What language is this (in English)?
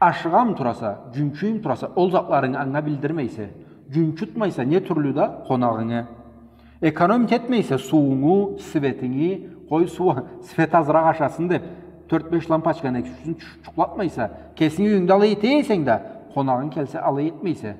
Karachay-Balkar